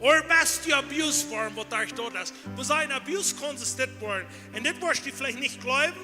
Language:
Plautdietsch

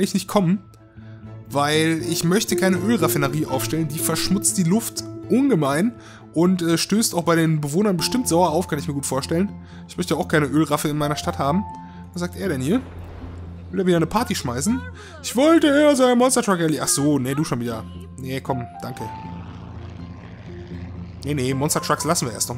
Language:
German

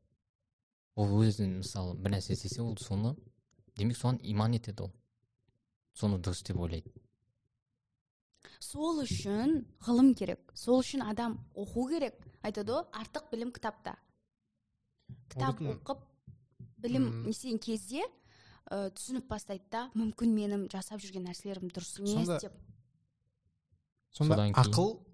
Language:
Kazakh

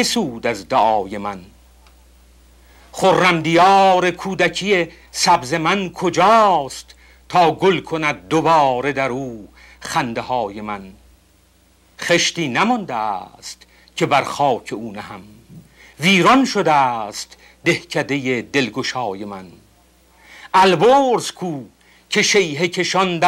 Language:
Persian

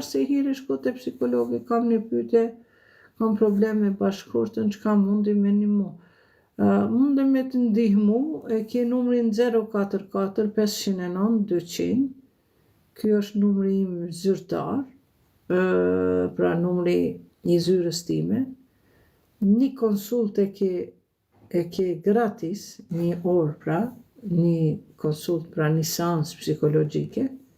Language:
Albanian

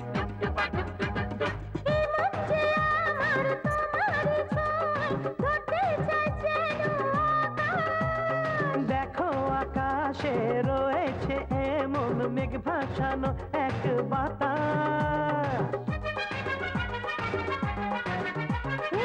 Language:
Bangla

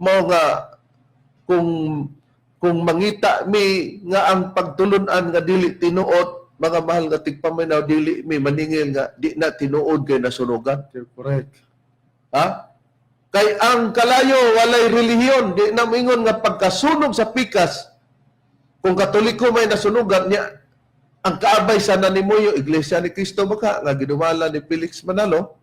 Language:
Cebuano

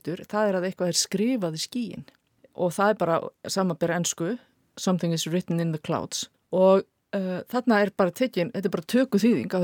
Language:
Icelandic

